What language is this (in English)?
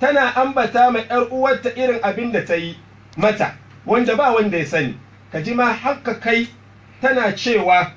Hausa